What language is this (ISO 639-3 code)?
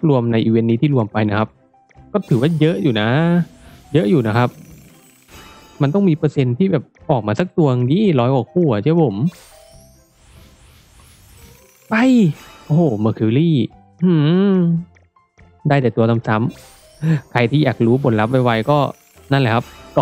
tha